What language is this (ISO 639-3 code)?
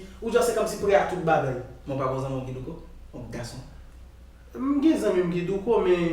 hat